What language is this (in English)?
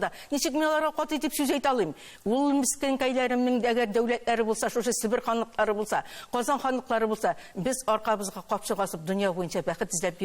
Tatar